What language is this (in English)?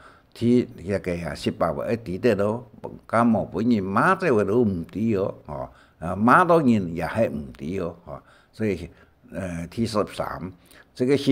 Hakka Chinese